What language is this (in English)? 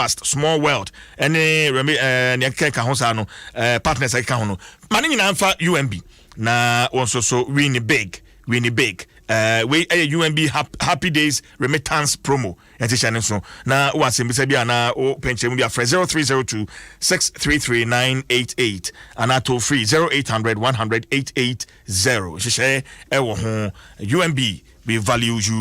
Akan